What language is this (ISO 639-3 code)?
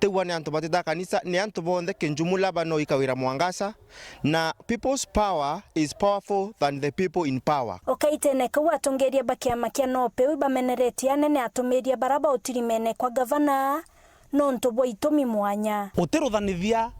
mer